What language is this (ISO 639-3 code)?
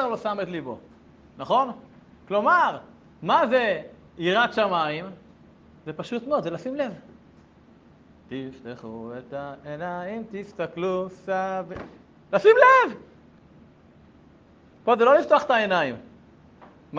heb